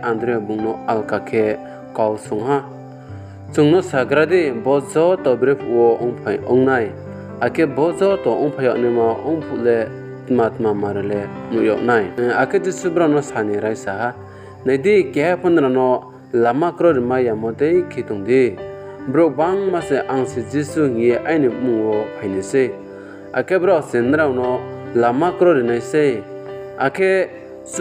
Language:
Riang (India)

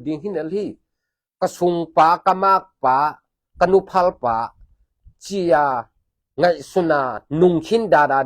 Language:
Tedim Chin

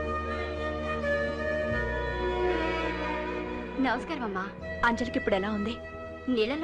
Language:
Telugu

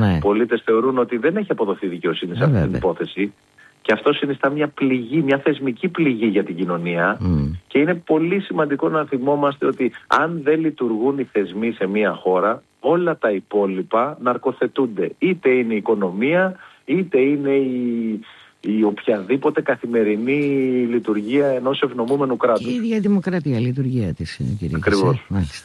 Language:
Greek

